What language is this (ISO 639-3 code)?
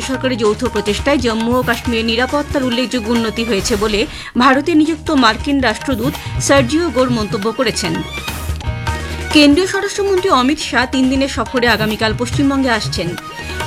ben